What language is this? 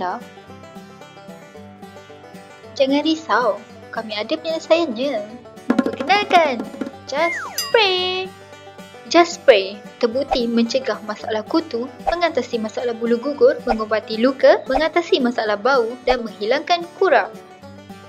Malay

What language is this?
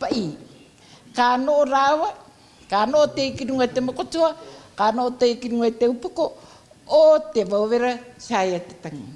Rarotongan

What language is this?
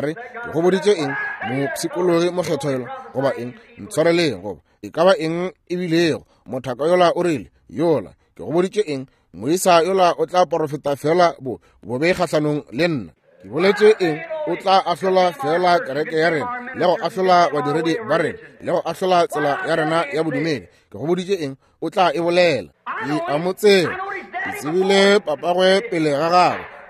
Northern Sotho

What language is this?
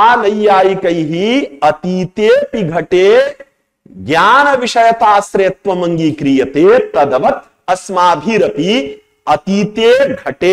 Sanskrit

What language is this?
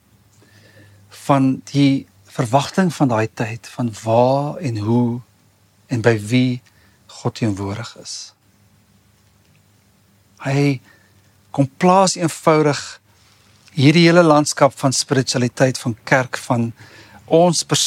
Afrikaans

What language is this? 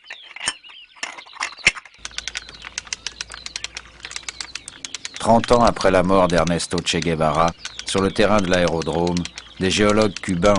French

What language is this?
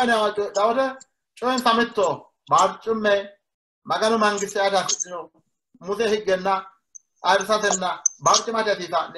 Sidamo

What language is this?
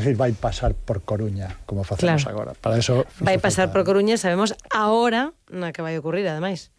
Galician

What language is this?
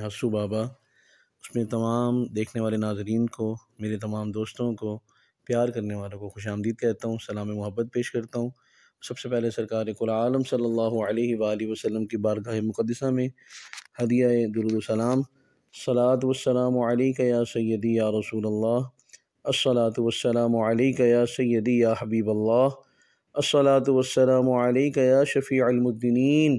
Urdu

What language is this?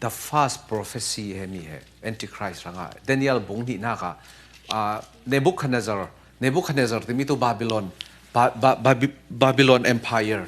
Falam Chin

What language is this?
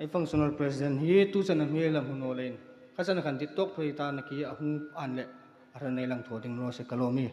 Hmar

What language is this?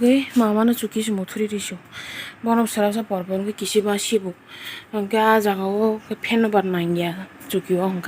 Kok Borok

